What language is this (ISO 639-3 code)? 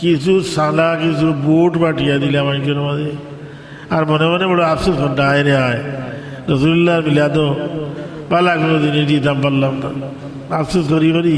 syl